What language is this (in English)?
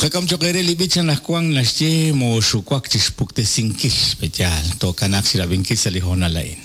Kekchí